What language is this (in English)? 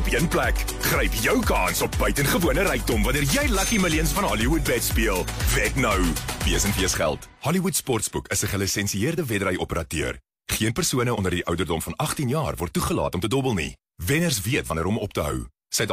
Afrikaans